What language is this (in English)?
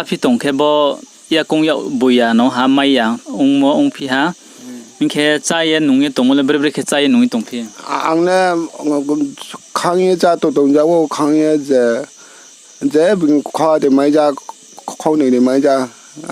Riang (India)